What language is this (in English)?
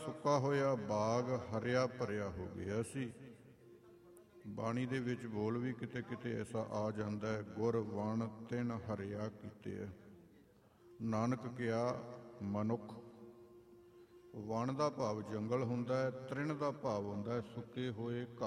Punjabi